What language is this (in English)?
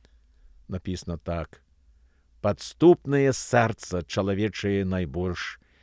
Belarusian